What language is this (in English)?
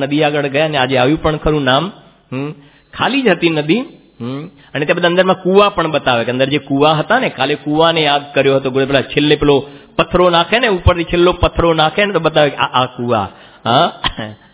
Gujarati